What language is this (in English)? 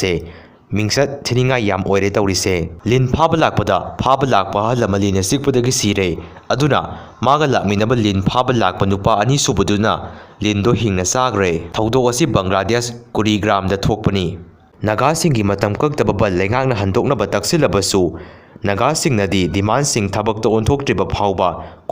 Manipuri